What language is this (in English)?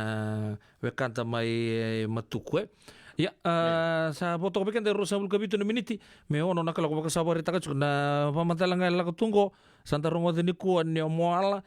Fijian